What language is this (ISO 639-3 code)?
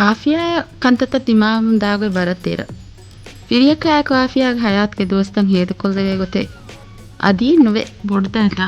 div